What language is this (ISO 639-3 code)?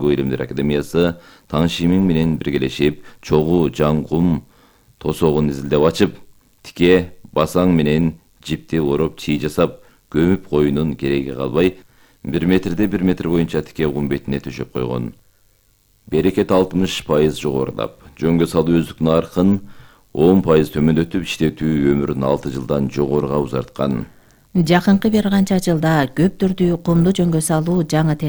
kir